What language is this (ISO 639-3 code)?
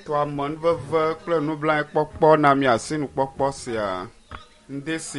ewe